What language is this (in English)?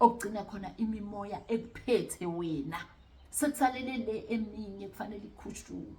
Zulu